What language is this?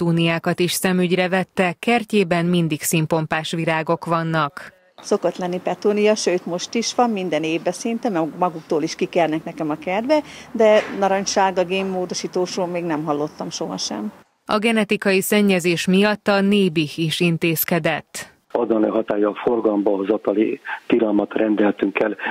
Hungarian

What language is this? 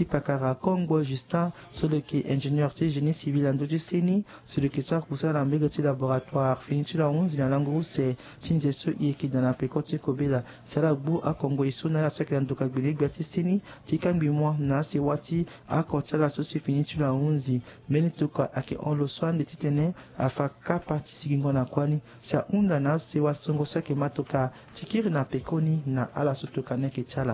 Sango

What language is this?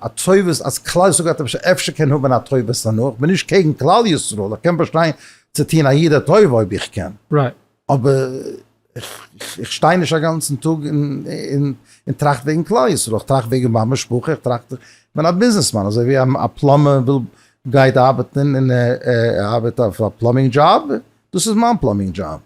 Yiddish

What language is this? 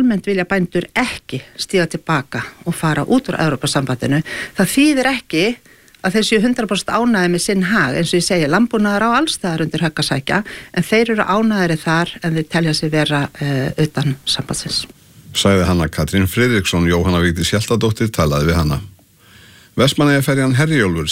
Icelandic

